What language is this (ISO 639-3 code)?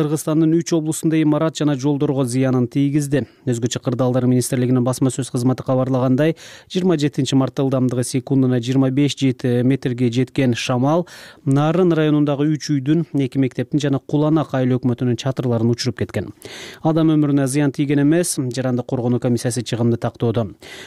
kir